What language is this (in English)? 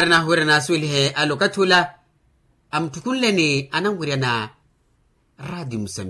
Makhuwa